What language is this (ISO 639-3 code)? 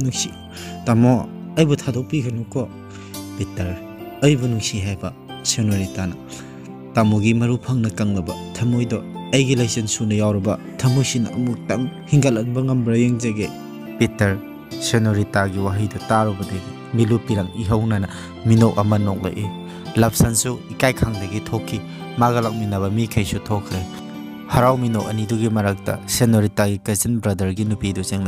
mni